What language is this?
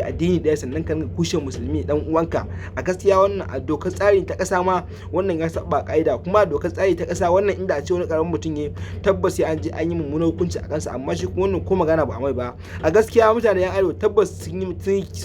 Hausa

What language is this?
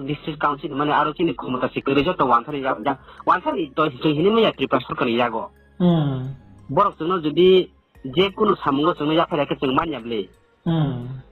Riang (India)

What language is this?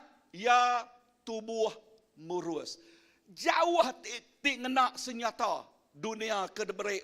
Iban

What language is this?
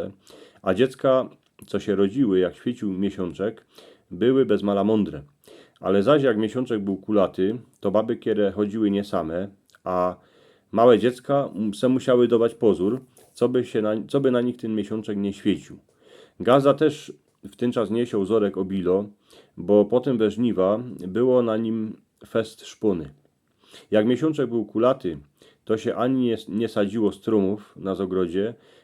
Silesian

